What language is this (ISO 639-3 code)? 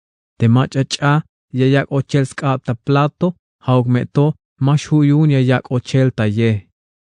tzh